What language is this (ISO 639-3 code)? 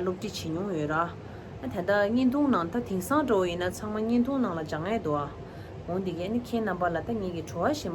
bod